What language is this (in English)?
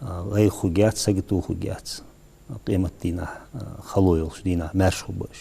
Ingush